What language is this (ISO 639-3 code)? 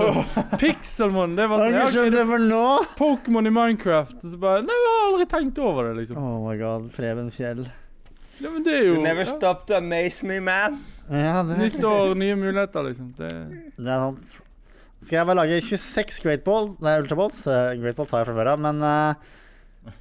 nor